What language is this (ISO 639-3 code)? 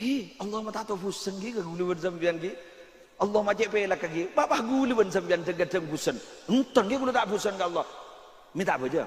mad